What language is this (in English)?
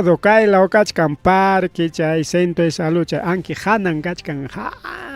Ayacucho Quechua